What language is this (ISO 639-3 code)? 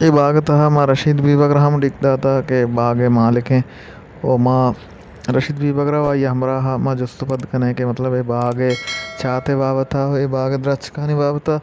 bal